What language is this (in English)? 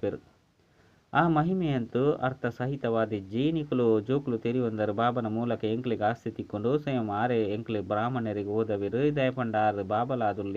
Tulu